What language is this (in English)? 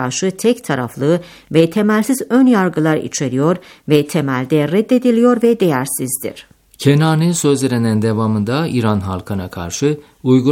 Turkish